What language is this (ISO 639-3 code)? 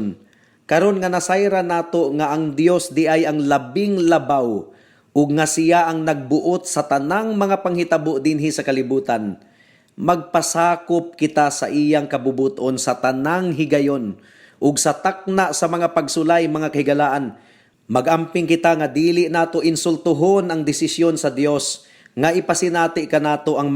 ceb